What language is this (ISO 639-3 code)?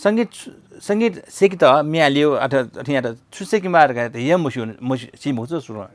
new